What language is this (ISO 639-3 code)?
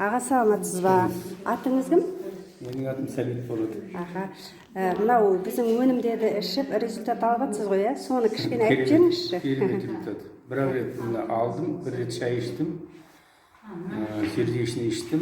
kaz